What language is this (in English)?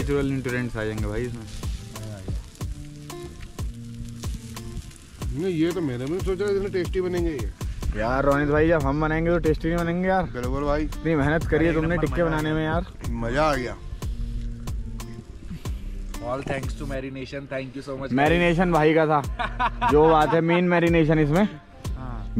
Hindi